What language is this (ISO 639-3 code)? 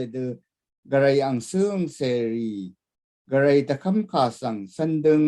raw